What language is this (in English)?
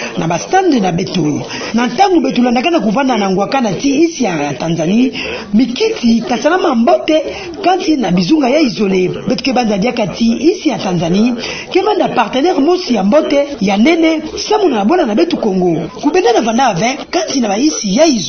Kituba (Democratic Republic of Congo)